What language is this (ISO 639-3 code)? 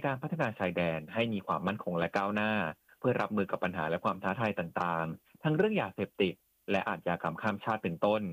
tha